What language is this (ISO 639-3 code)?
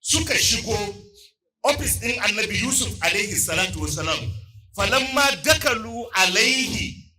hau